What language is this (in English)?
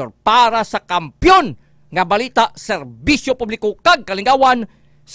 Hiligaynon